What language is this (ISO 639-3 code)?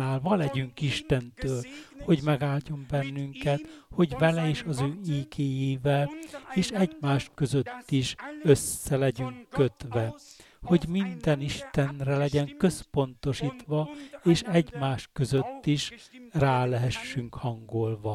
hun